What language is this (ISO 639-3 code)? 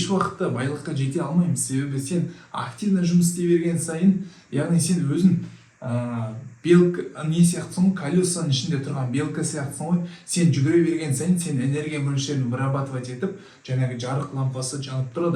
kaz